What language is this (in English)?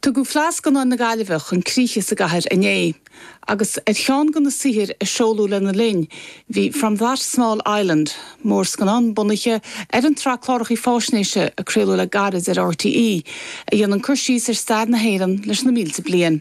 Irish